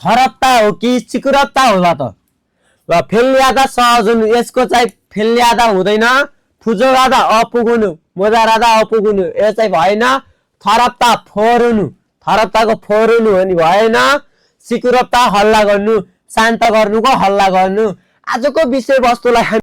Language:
Nepali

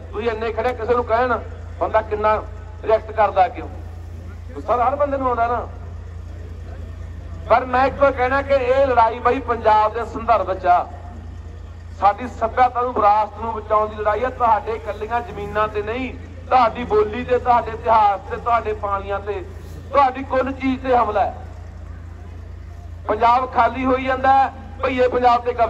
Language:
Punjabi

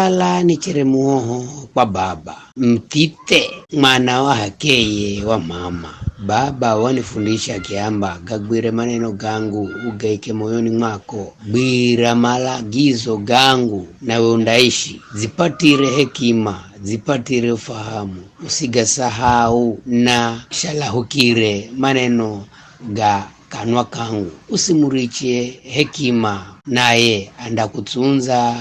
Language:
Giryama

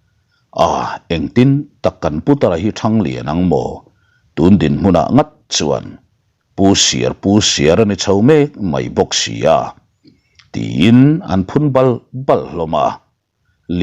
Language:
Mizo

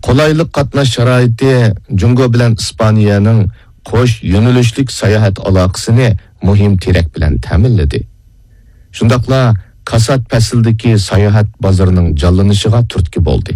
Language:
Uyghur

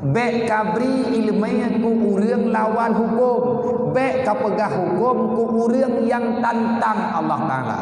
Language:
Achinese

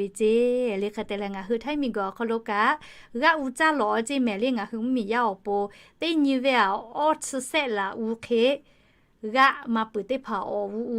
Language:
Lahu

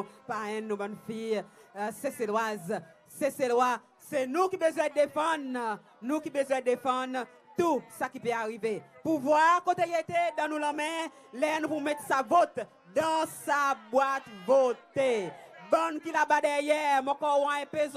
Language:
Seselwa Creole French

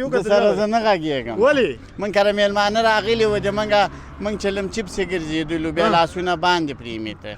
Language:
Pashto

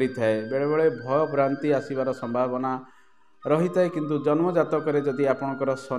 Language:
Odia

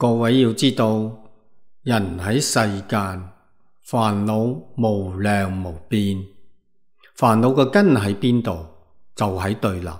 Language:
Cantonese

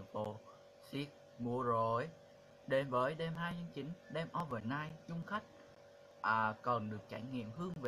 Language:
Vietnamese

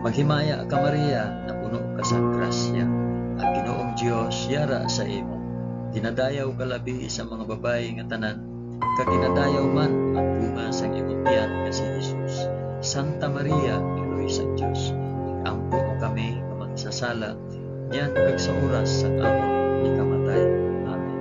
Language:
Hiligaynon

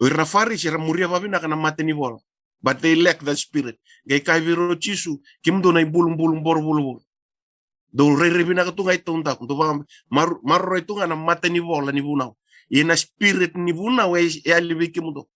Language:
Fijian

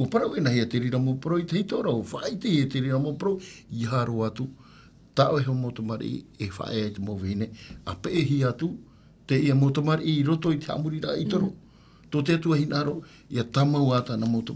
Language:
Tahitian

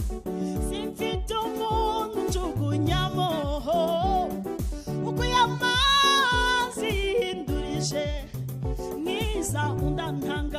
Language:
Kinyarwanda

